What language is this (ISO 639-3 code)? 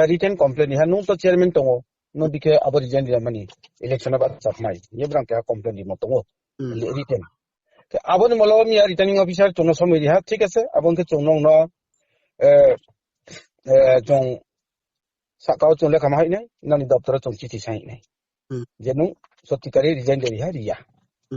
ria